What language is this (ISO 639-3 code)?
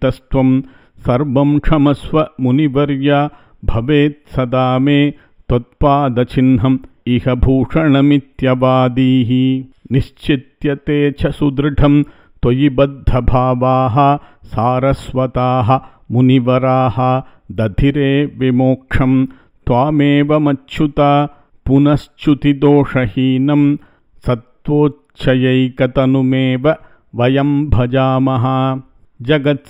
san